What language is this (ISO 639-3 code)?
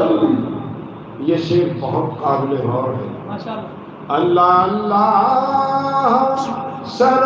skr